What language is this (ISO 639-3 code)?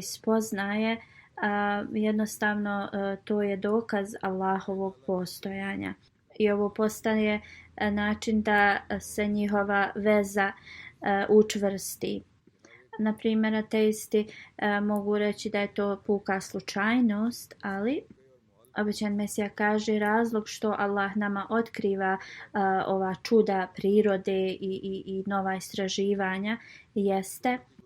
bos